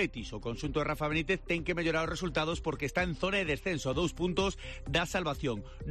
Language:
Galician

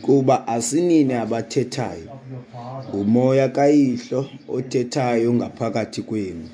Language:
Xhosa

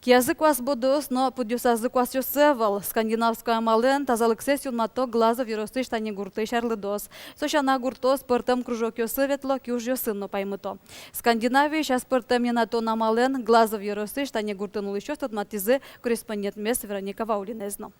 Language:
Udmurt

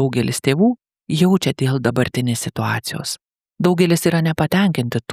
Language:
Lithuanian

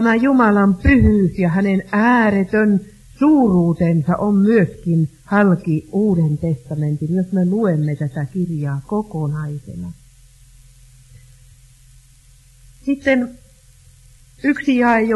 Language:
Finnish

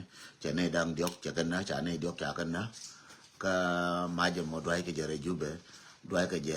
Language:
Nuer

